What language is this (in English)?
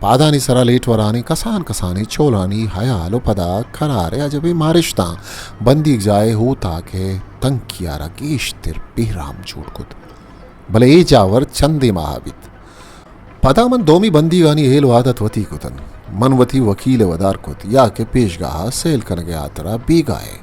Baluchi